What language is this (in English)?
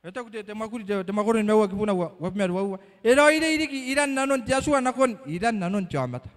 Gilbertese